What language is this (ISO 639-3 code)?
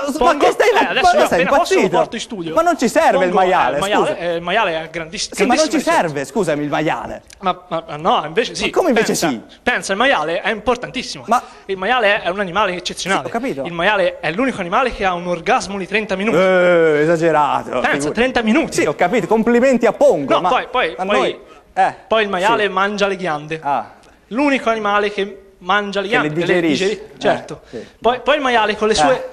ita